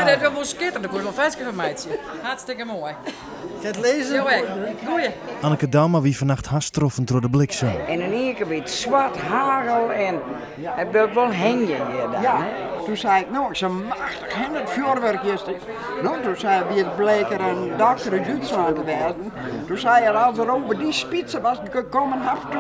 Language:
Western Frisian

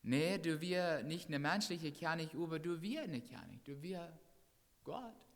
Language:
Plautdietsch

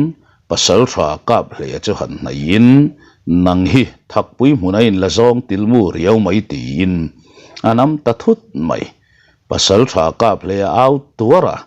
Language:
Mizo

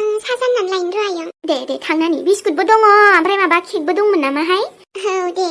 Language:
Bodo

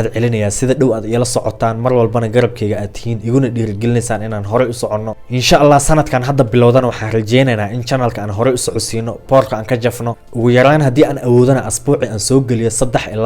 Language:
Somali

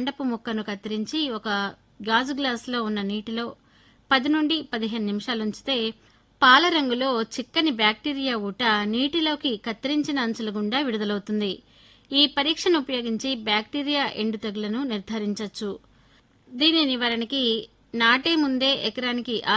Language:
Telugu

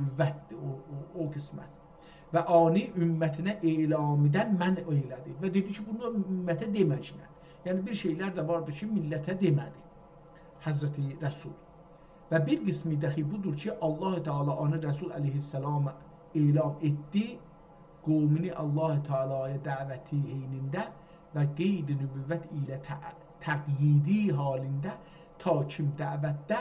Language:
South Azerbaijani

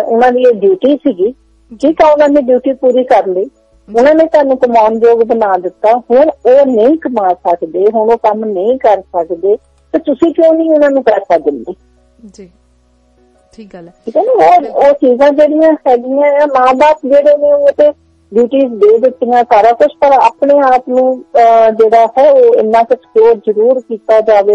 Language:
Punjabi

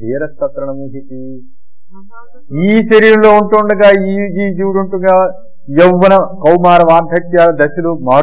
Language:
Telugu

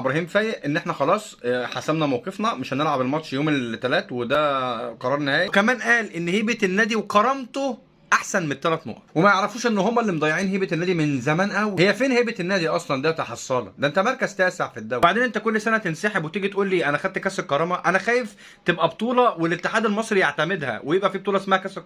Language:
Egyptian Arabic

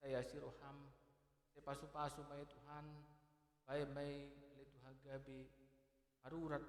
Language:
Batak Toba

